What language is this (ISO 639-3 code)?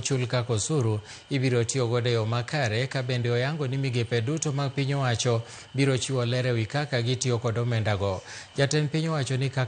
luo